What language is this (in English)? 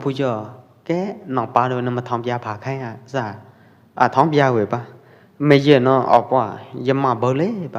Pwo Eastern Karen